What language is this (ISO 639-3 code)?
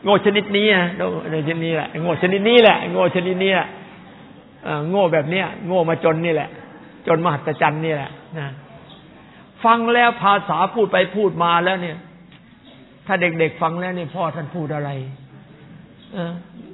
tha